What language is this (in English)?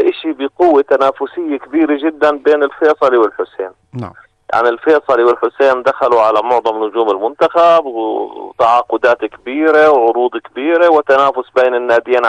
North Levantine Arabic